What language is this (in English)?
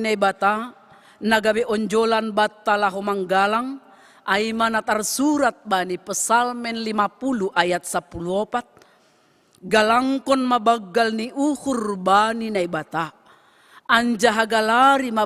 Batak Simalungun